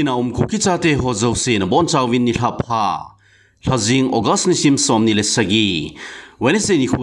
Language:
Thado Chin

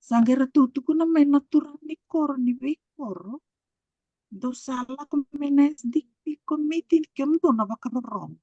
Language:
Fijian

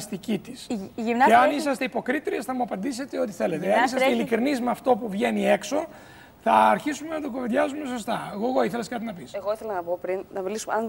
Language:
Greek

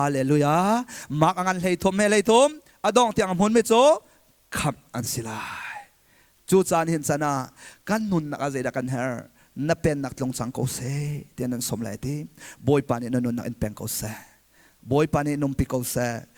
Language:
Hakha Chin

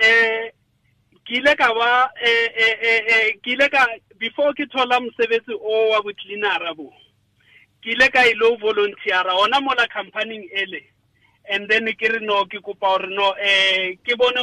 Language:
Tswana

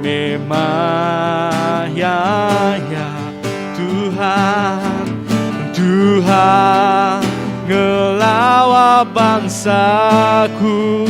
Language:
Iban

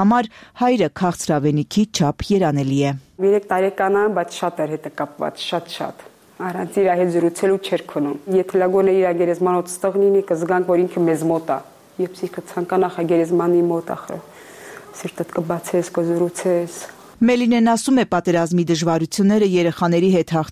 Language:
Armenian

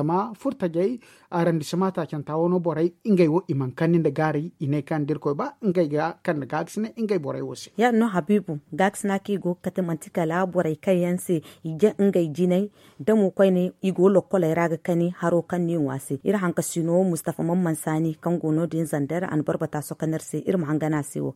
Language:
Zarma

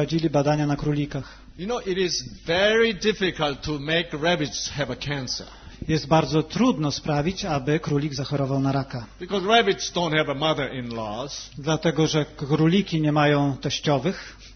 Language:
Polish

